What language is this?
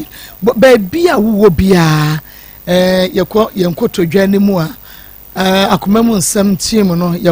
Akan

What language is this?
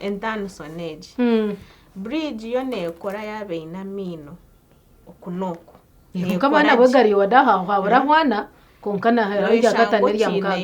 Nyankole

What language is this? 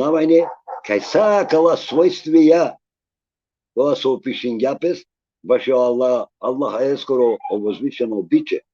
Balkan Romani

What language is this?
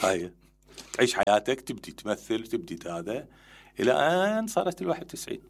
Mesopotamian Arabic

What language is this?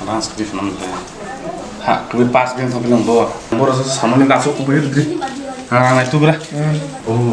Kok Borok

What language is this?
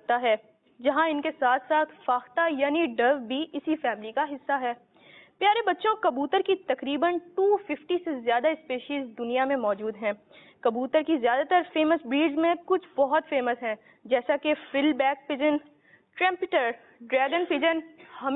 Urdu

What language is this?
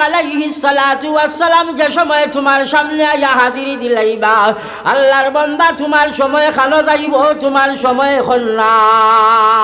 Sylheti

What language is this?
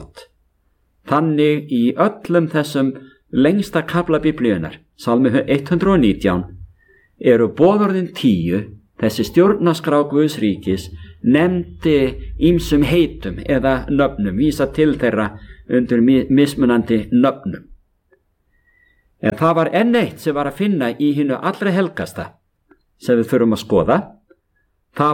Icelandic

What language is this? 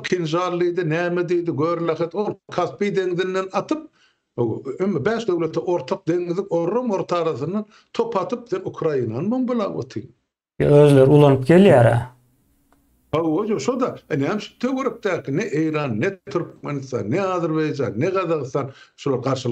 Turkmen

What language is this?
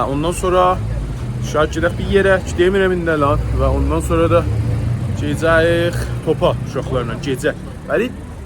South Azerbaijani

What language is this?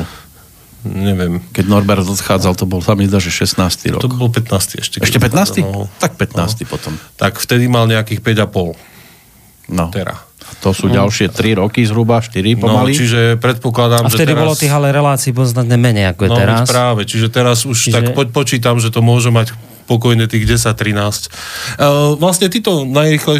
Slovak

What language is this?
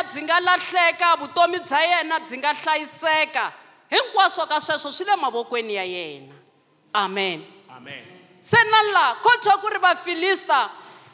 Tsonga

